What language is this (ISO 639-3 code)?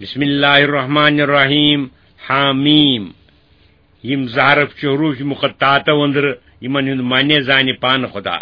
kas